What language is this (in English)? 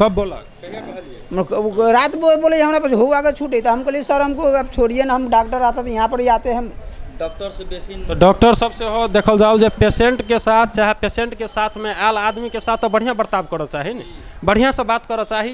Maithili